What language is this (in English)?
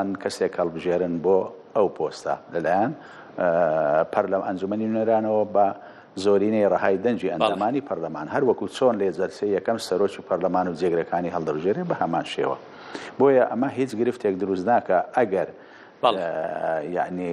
Central Kurdish